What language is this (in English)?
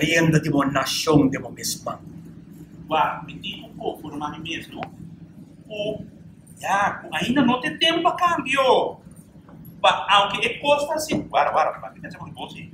Papiamento